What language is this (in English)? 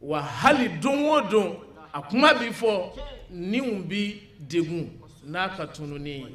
Bambara